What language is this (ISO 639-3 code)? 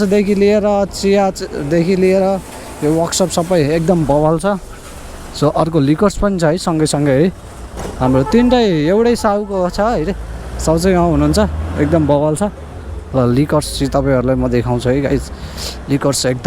nep